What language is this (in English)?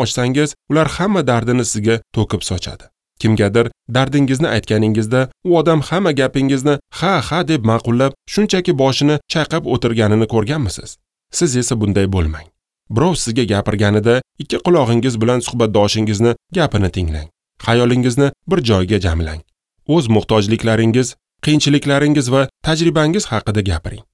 Uzbek